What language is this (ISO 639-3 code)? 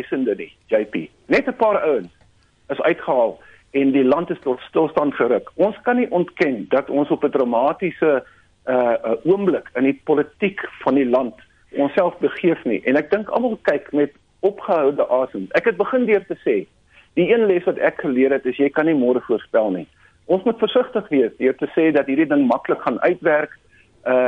afr